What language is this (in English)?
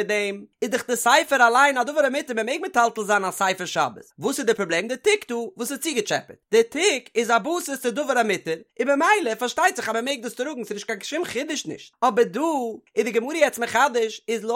Yiddish